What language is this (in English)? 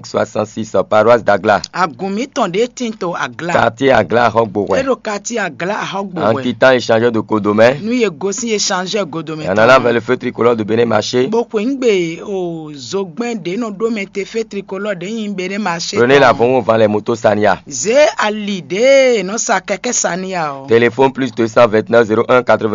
Fon